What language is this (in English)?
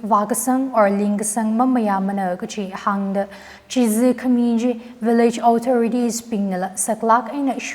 Tangkhul Naga (India)